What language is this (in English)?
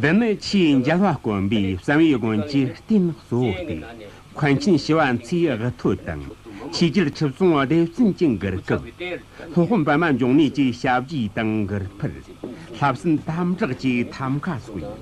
Tibetan